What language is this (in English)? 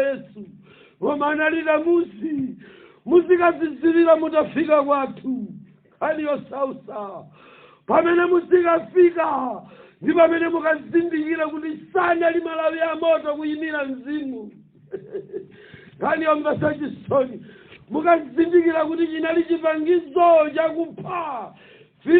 Nyanja